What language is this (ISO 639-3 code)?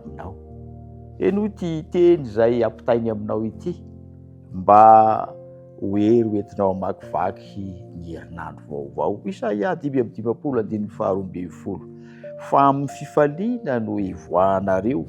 mlg